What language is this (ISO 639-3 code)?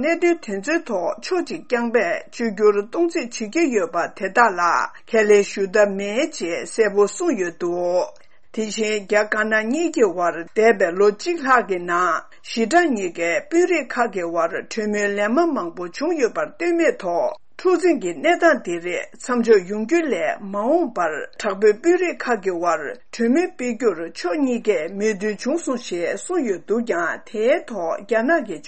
bod